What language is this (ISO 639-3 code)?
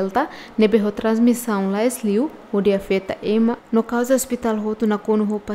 tet